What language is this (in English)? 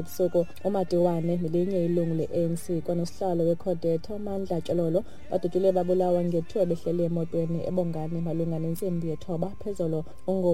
Xhosa